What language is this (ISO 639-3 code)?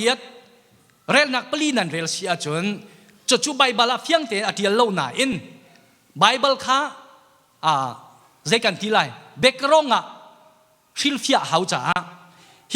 cnh